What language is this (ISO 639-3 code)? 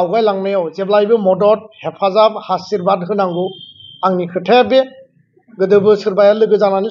brx